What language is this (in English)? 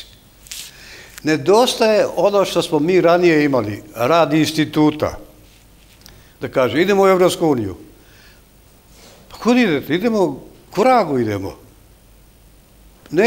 Serbian